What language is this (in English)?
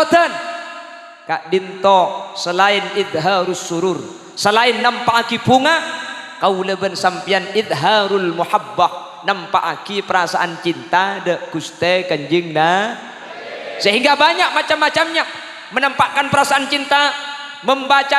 Madurese